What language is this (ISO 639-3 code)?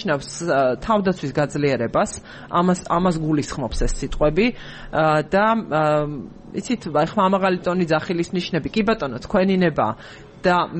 kat